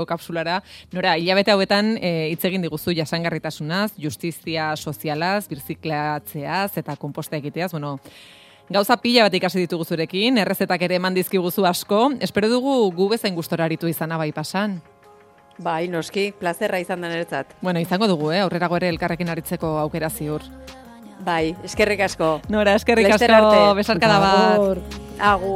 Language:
Basque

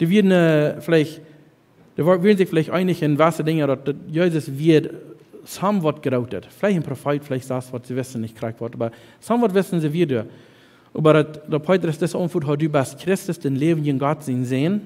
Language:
Plautdietsch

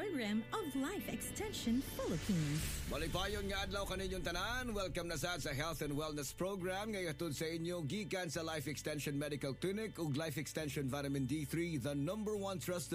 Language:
Cebuano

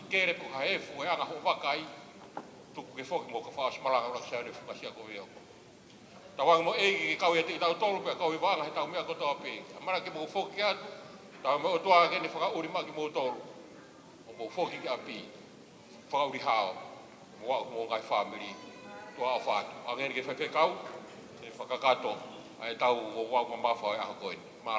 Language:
Tongan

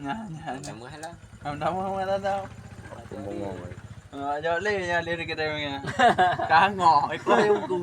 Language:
Achinese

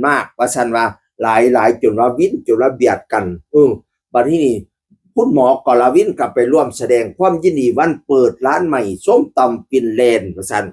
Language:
Northeastern Thai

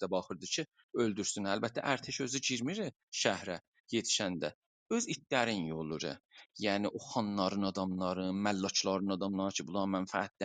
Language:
South Azerbaijani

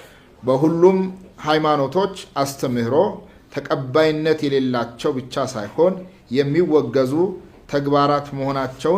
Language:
Amharic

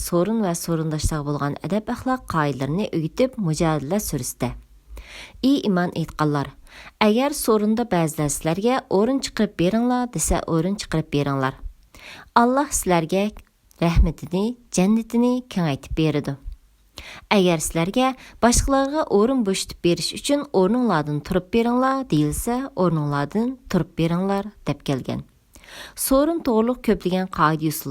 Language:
Uyghur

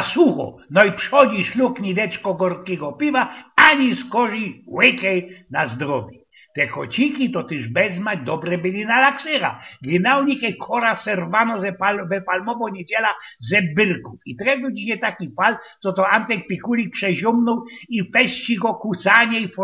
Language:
Silesian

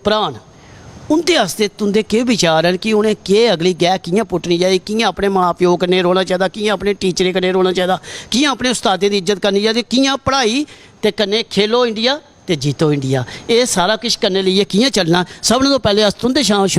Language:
Dogri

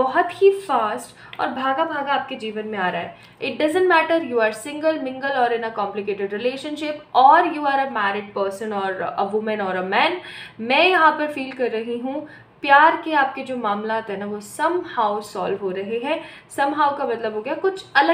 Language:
Hindi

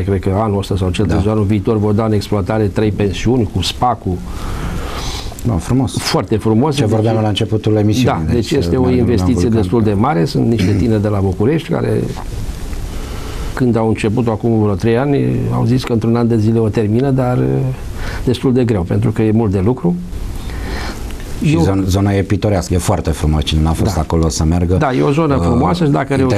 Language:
Romanian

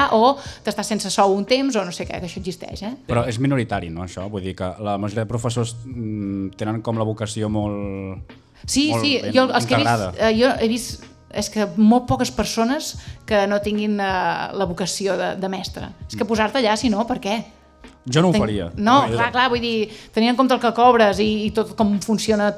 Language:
Catalan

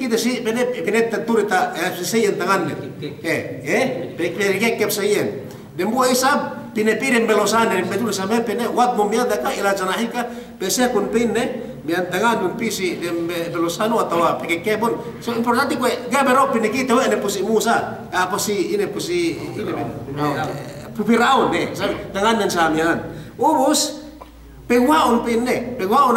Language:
Yakan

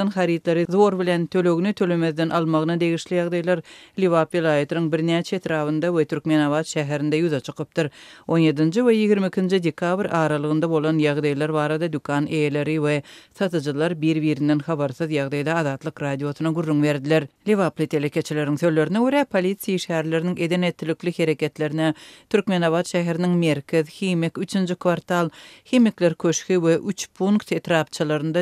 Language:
Turkmen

